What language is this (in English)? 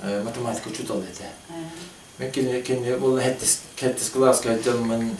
Yakut